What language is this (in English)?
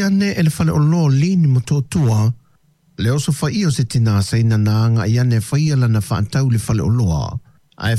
Samoan